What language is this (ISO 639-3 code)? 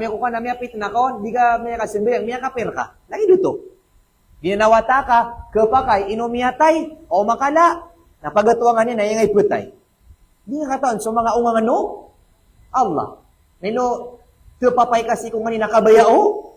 mrw